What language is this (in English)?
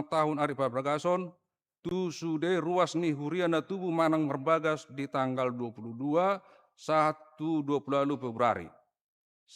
Batak Toba